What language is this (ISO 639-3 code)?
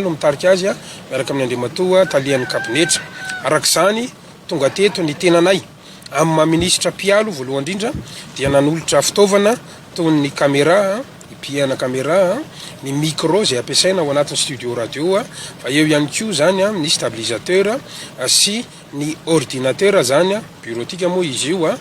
mlg